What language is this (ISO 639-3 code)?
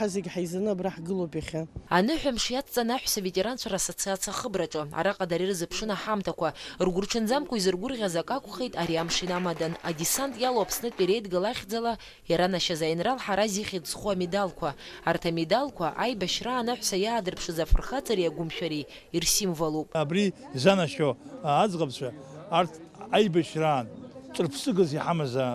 abk